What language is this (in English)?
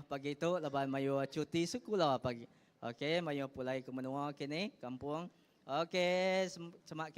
Iban